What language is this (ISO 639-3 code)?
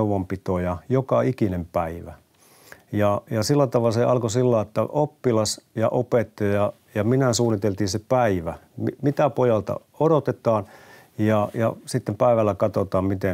fin